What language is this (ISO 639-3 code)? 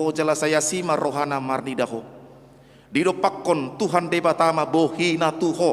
bbc